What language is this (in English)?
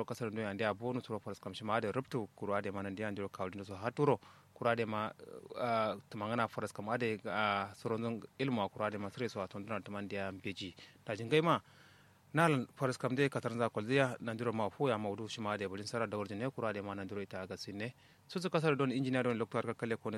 Kanuri